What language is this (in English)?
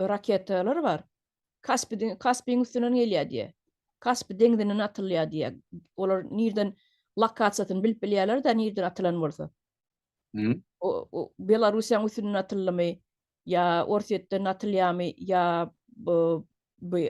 Turkmen